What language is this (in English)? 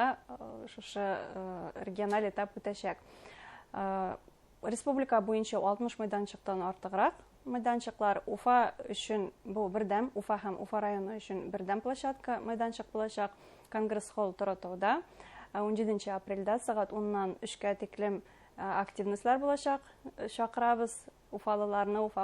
Bashkir